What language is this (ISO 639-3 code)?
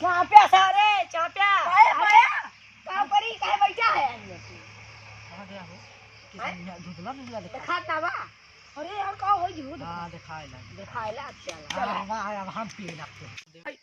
awa